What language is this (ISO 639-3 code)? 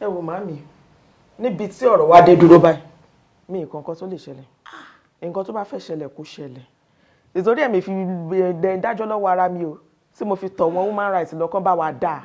yor